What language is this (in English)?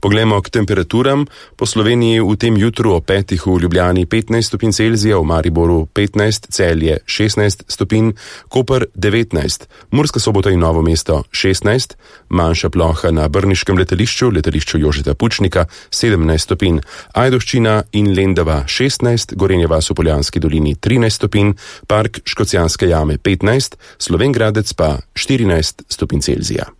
Slovenian